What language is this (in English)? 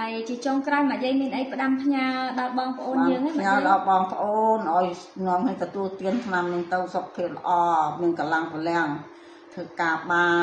Khmer